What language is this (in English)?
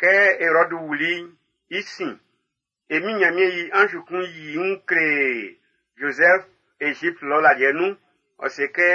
Baoulé